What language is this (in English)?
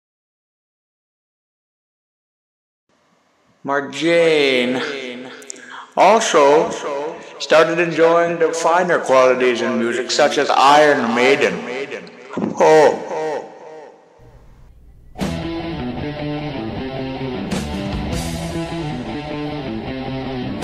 English